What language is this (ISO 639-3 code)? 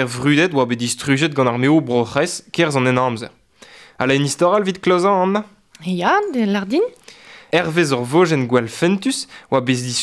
bre